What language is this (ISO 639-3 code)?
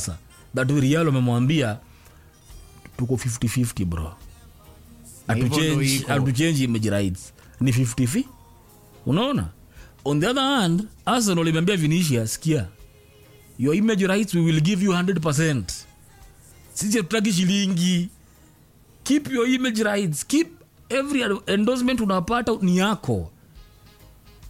swa